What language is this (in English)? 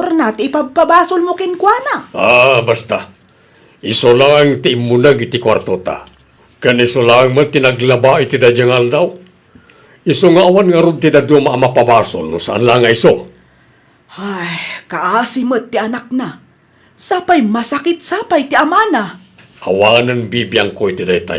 Iloko